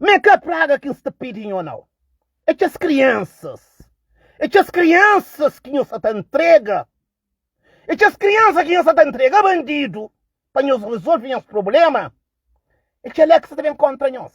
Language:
Kabuverdianu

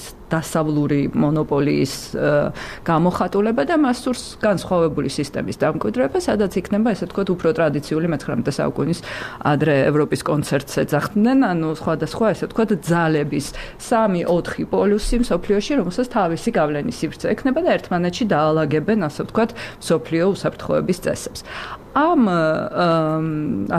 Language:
Georgian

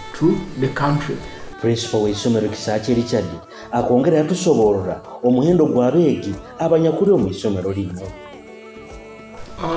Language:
Nyoro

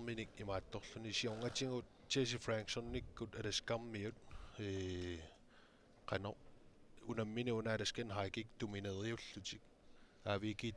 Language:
Kalaallisut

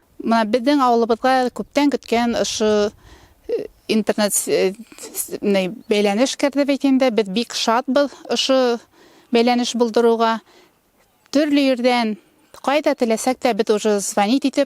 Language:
Bashkir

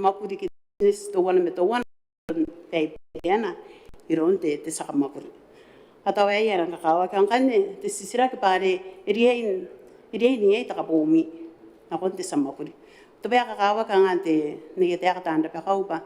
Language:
Gilbertese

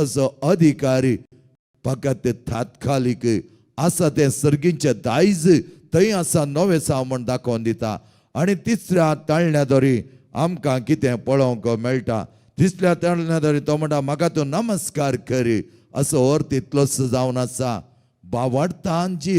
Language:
Konkani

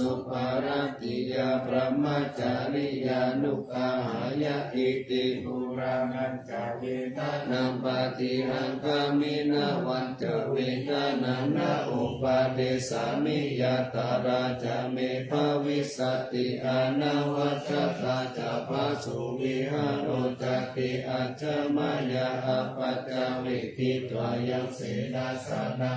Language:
Pali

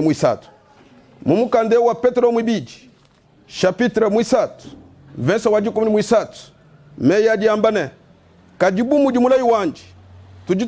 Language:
Luba-Lulua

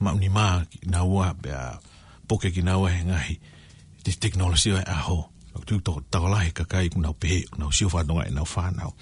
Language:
Tongan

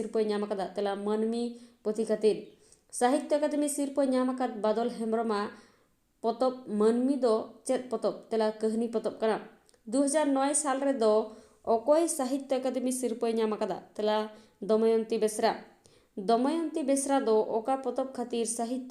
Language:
Santali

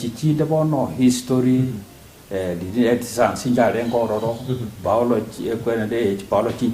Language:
Gusii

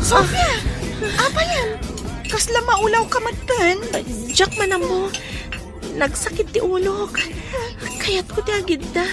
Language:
Iloko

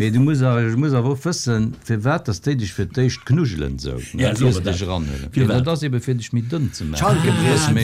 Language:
Luxembourgish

